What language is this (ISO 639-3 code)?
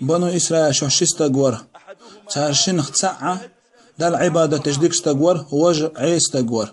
che